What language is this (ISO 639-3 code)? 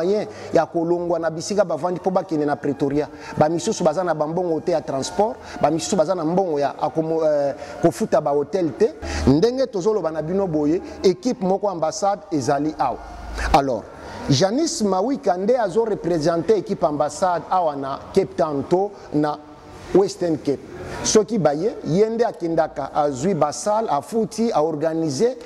lin